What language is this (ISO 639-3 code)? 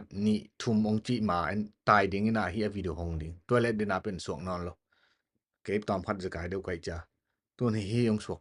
ctd